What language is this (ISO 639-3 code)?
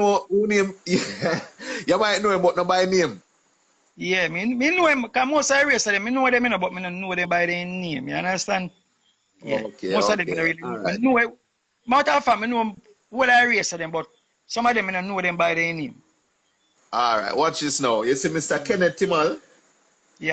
jam